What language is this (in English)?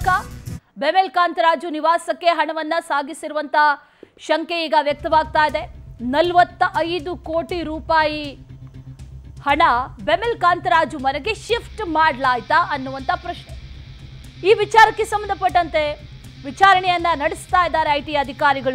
Kannada